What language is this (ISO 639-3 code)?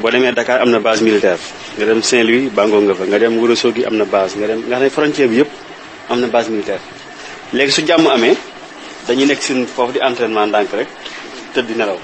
wol